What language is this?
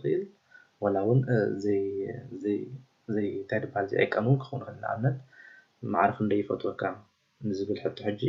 Tigrinya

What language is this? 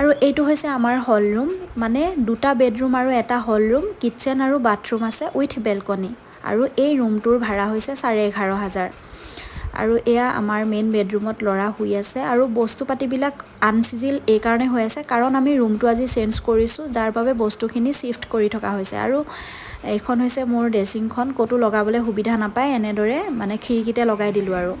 Assamese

